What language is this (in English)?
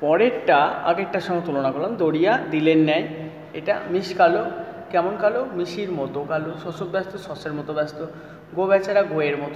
Bangla